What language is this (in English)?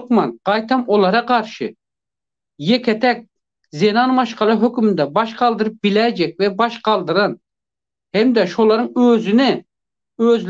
Turkmen